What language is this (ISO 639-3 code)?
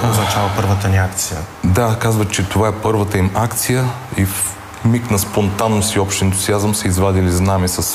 bul